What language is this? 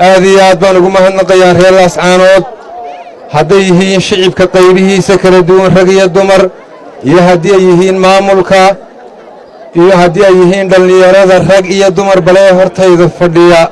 Somali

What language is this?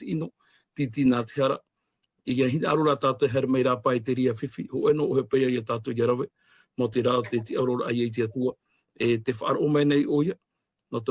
Tahitian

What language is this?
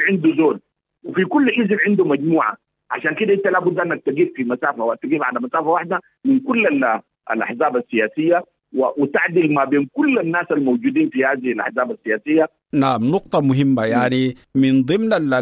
Sudanese Arabic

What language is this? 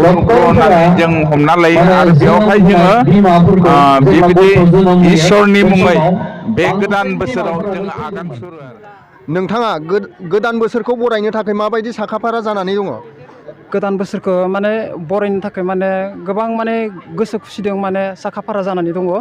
Bodo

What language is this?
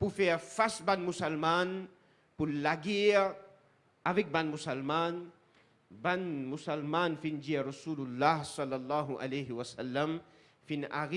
Morisyen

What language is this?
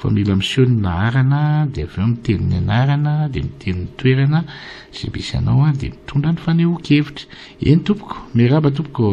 Malagasy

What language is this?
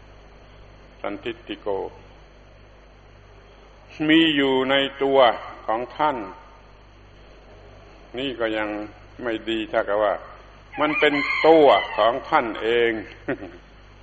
Thai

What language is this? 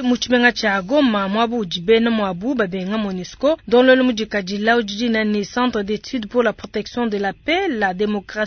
Luba-Lulua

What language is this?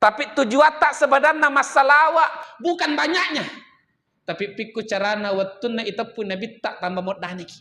Buginese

